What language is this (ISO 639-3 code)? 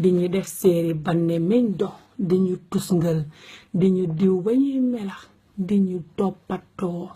wol